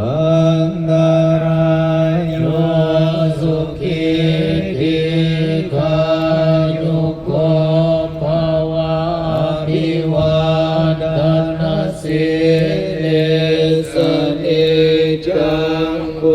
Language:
Pali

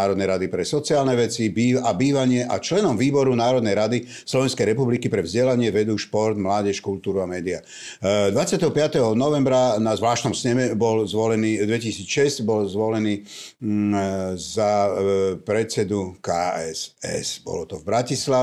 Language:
Slovak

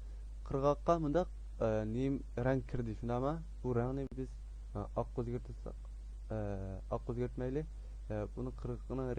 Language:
Uyghur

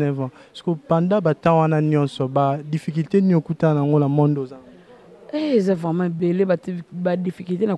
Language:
Lingala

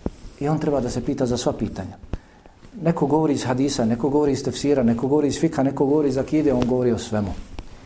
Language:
Bosnian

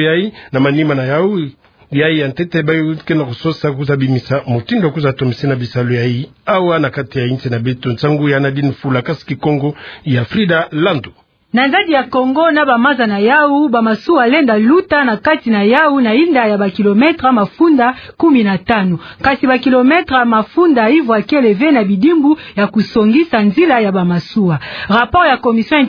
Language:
Kituba (Democratic Republic of Congo)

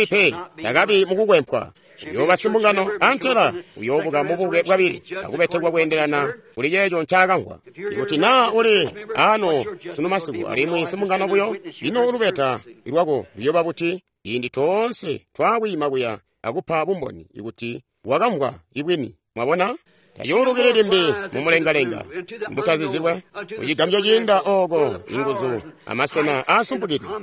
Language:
Tonga (Zambia)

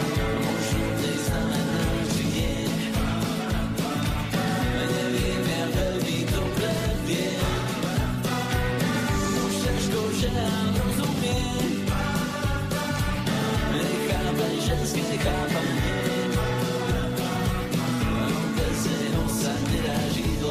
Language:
Slovak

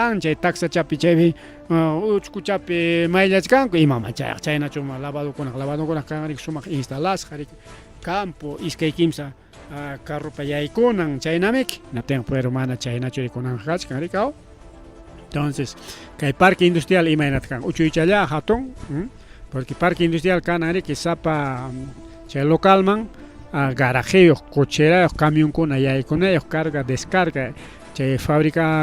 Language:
Ayacucho Quechua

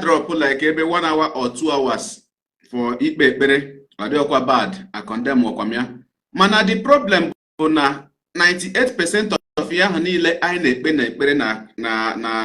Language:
Igbo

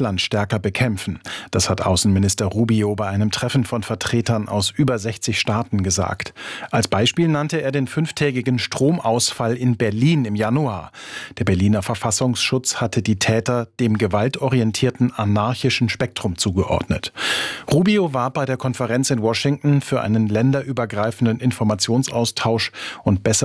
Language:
German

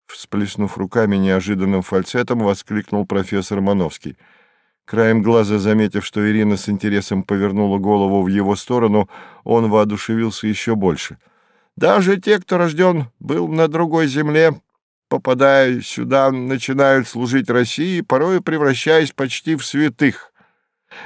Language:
Russian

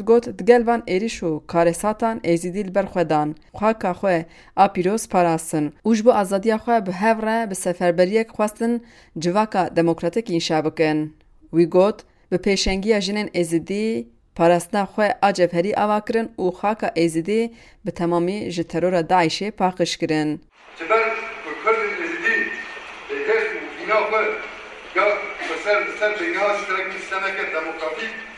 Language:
Kurdish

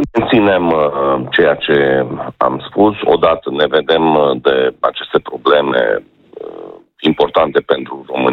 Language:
Romanian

